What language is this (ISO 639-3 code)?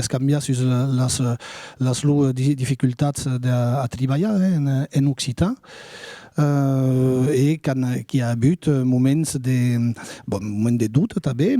oci